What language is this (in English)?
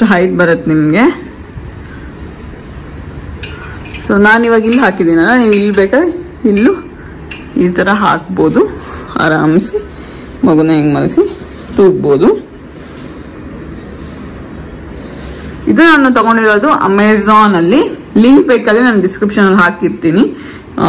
Kannada